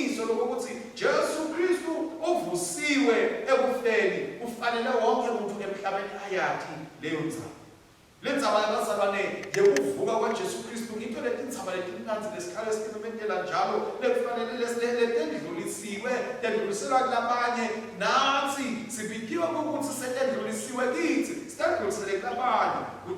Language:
Swati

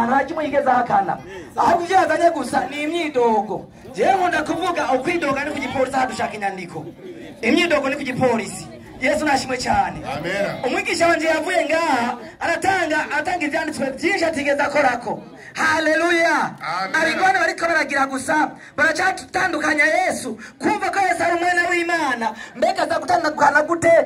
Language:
Rundi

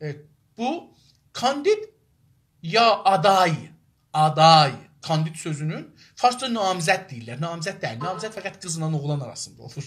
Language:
South Azerbaijani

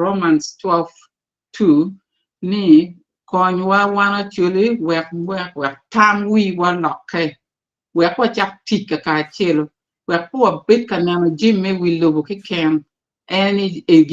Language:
Acoli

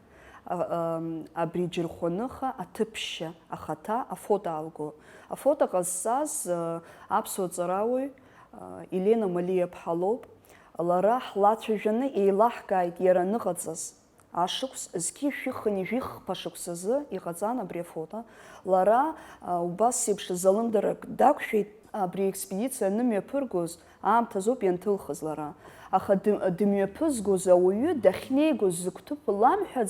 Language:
Abkhazian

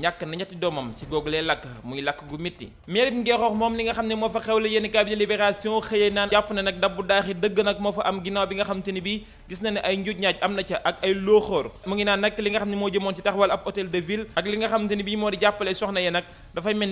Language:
Wolof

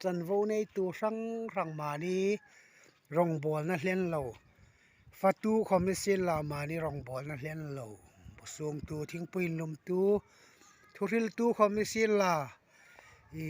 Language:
Hmar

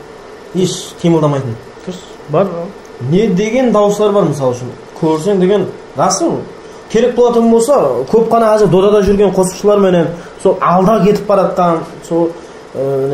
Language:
Kara-Kalpak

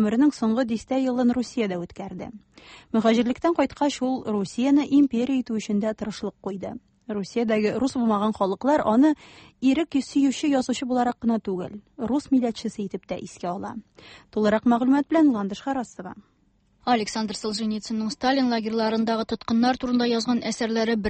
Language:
Tatar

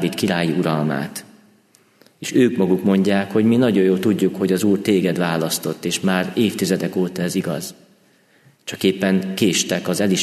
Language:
Hungarian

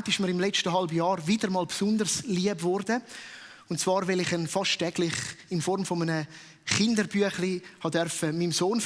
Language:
Swiss German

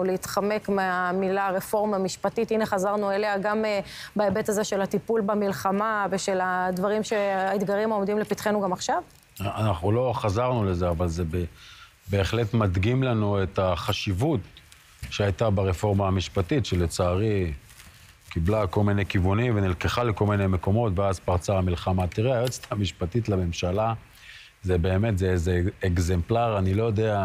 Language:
Hebrew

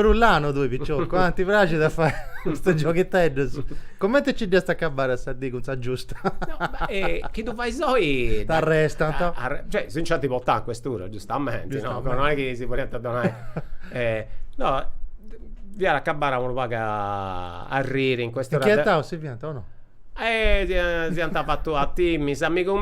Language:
Sardinian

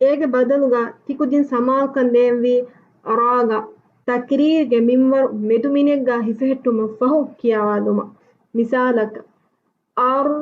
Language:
Divehi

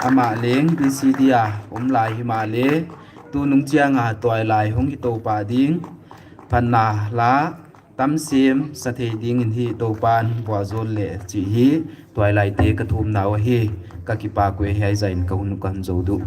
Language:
Paite Chin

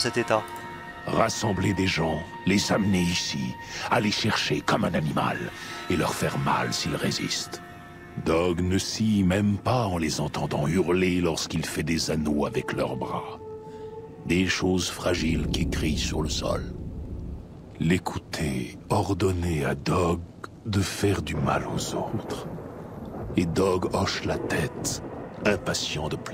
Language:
French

